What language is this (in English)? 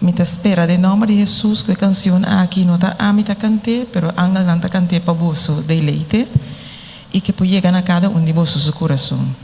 Papiamento